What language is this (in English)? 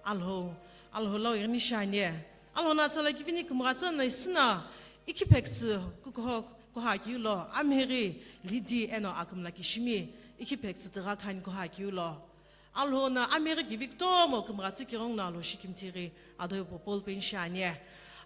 Sumi Naga